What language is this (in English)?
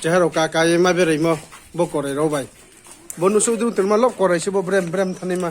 Riang (India)